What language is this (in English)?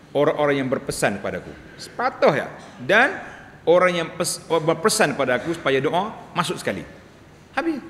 Malay